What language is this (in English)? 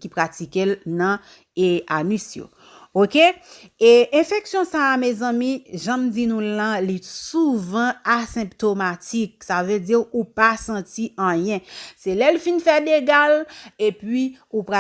Haitian Creole